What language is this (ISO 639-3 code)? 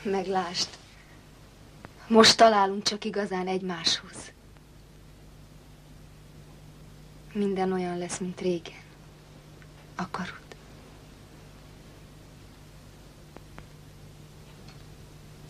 hun